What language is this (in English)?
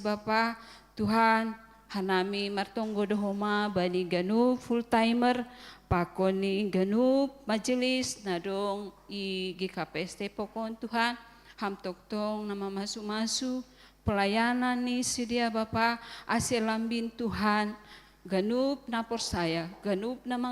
Batak Simalungun